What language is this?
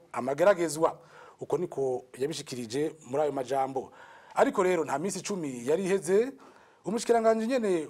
Rundi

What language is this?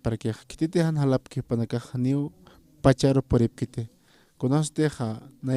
Aymara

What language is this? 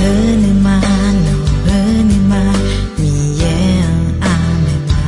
Akha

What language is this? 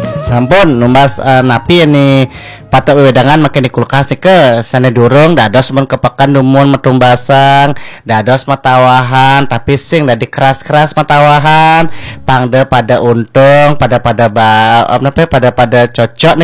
Balinese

